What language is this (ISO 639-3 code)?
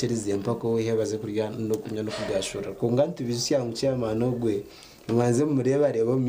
nyn